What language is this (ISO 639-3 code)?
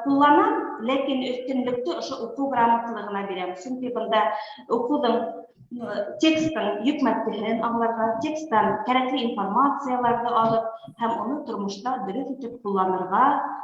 bak